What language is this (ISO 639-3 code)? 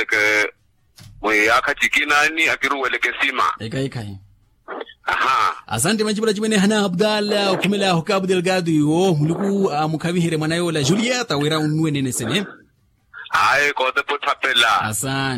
vmw